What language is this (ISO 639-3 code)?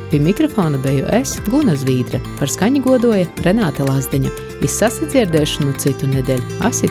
lav